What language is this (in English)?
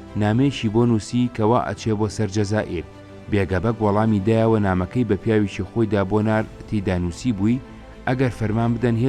Central Kurdish